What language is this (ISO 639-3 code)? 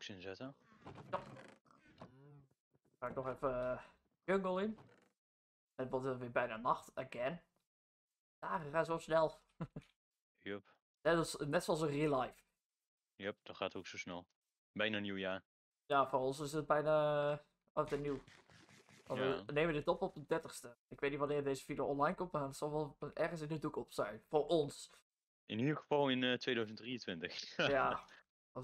nld